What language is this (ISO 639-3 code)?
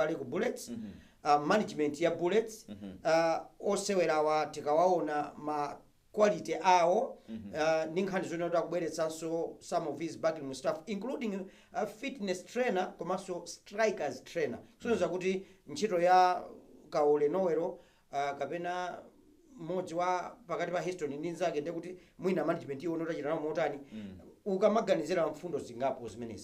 nya